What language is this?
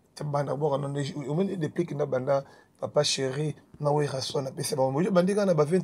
Lingala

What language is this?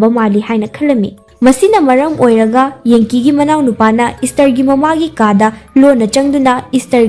Manipuri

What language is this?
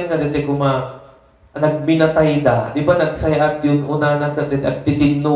Iloko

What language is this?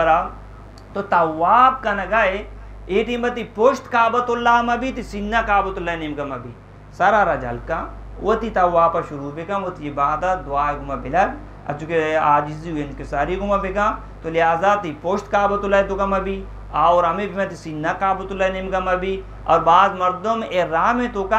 Eastern Balochi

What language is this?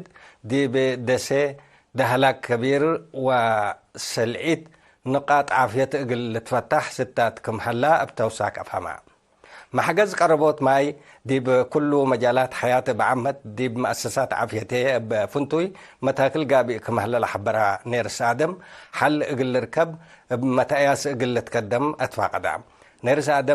Tigre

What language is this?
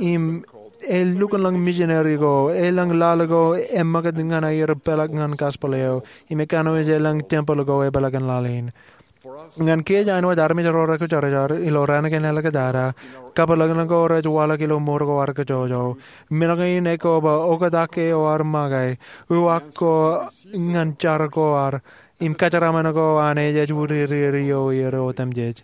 Marshallese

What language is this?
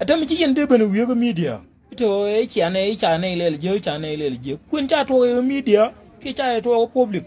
Nuer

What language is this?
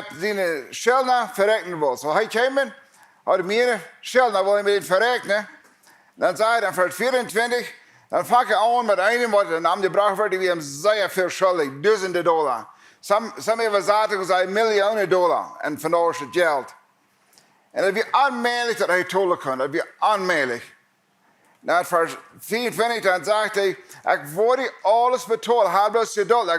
Plautdietsch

